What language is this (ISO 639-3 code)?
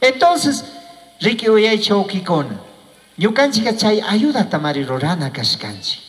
qug